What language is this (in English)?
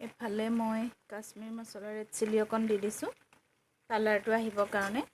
Assamese